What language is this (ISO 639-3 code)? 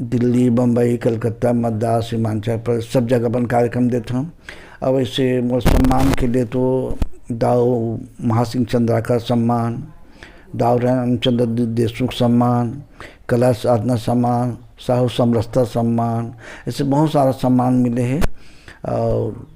hne